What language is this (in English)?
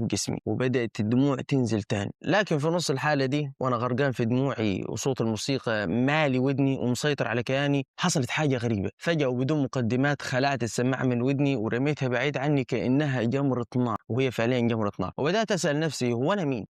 Egyptian Arabic